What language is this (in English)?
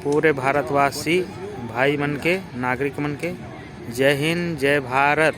Sadri